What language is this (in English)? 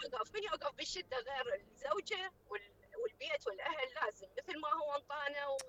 Mesopotamian Arabic